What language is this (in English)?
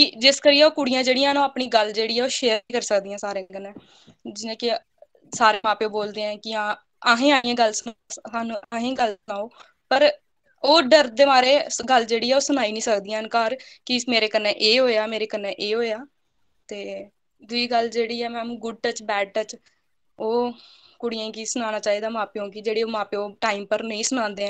Dogri